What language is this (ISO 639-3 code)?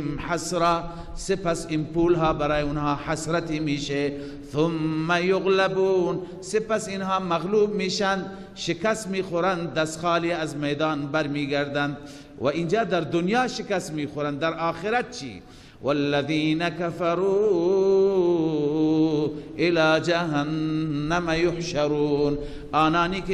fas